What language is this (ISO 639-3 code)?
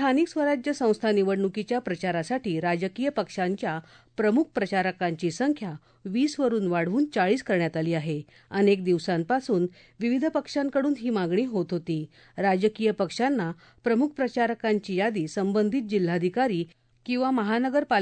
mar